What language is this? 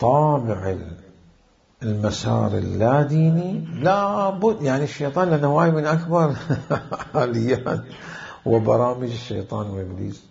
Mesopotamian Arabic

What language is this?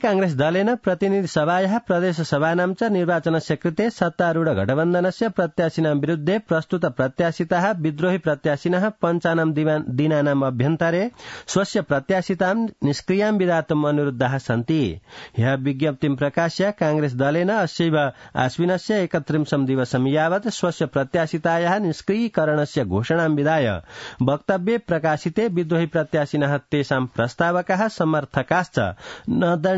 Sanskrit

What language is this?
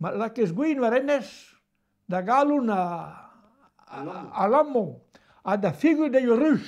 Breton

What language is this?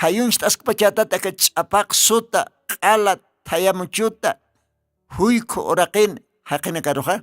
Aymara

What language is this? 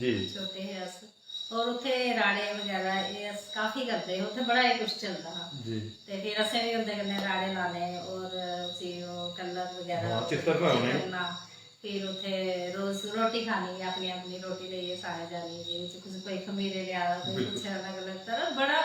Dogri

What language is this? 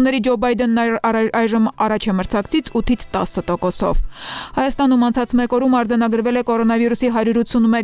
Armenian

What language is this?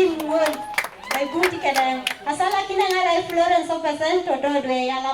Teso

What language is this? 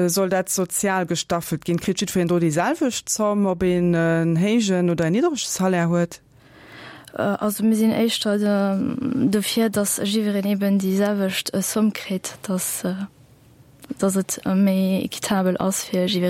Luxembourgish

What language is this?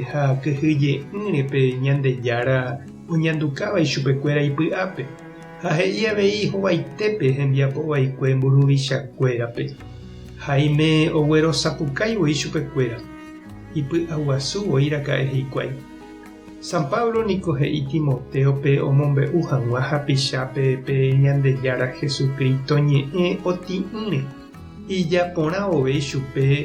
Guarani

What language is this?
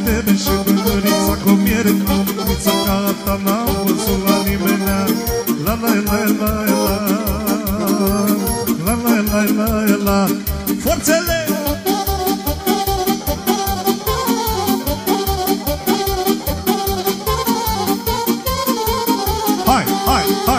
Romanian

